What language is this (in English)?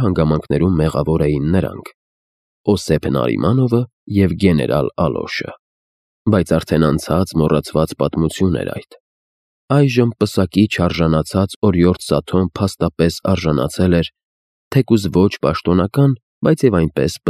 Armenian